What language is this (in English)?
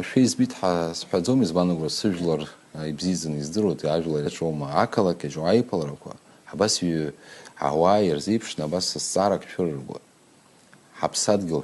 Abkhazian